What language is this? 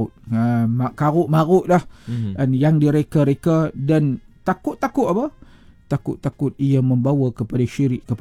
Malay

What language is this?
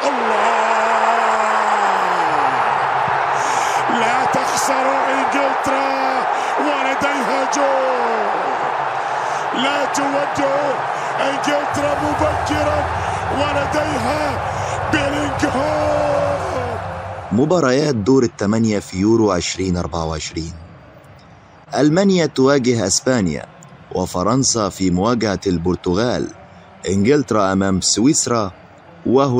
Arabic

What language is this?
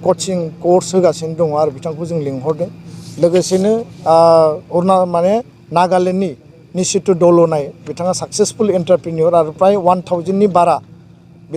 Bodo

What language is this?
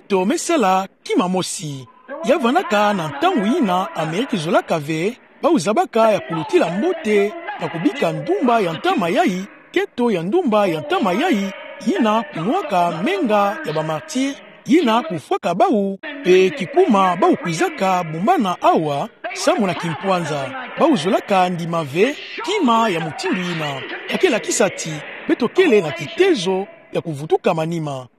Kituba (Democratic Republic of Congo)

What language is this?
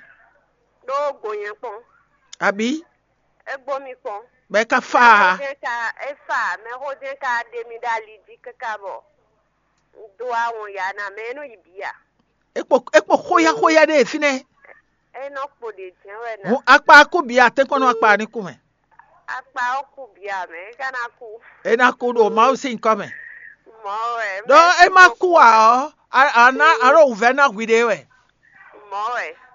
Fon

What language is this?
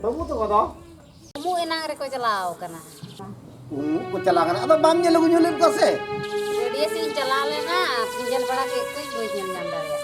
Santali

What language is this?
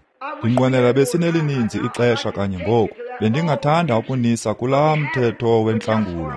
Xhosa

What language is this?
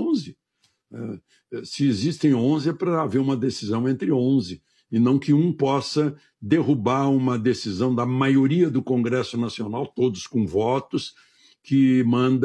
Portuguese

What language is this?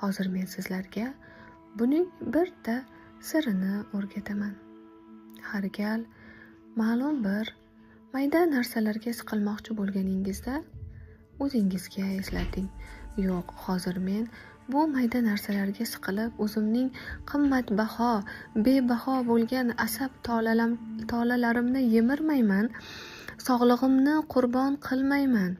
Uzbek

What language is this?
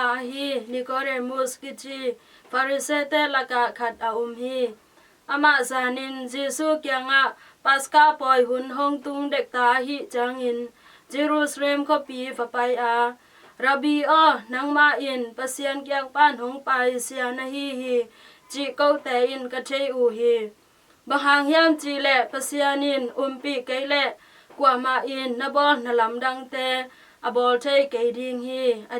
Tedim Chin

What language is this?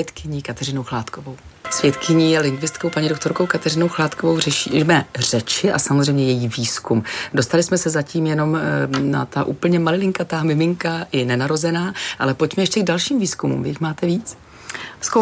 Czech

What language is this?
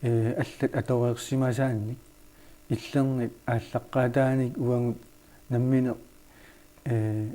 Kalaallisut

